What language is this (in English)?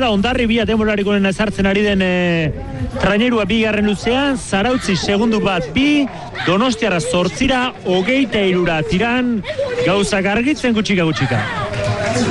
Basque